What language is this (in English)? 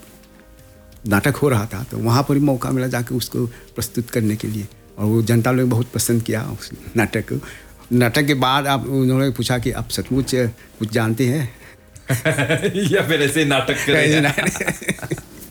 Hindi